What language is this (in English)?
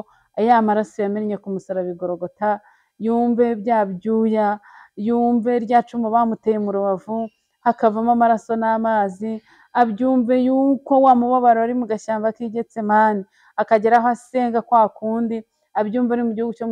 Kinyarwanda